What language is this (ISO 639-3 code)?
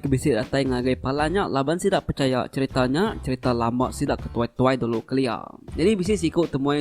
iba